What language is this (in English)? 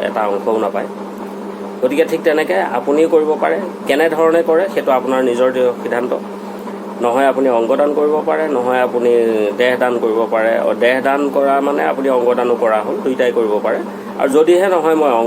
Assamese